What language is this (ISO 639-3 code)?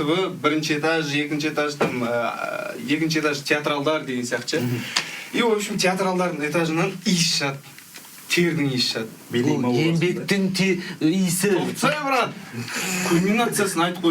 kaz